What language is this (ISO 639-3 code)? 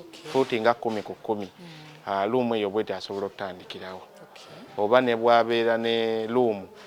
lug